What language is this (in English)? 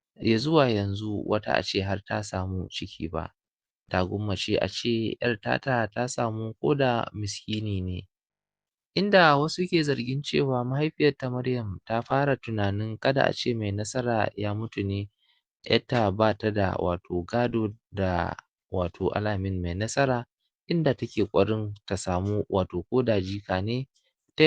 Hausa